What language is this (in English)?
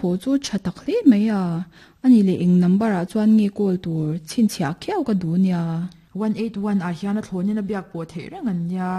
Mizo